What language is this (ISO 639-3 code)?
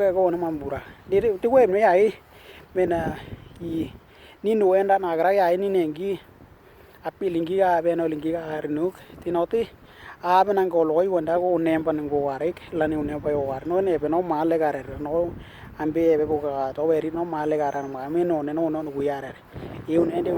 dnw